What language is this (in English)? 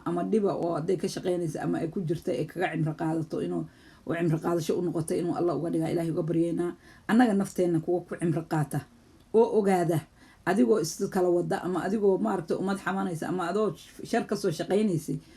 Somali